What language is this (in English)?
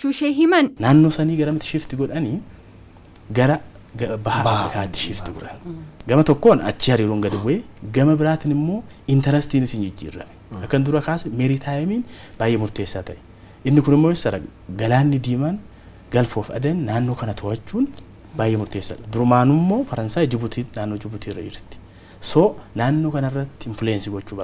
Oromo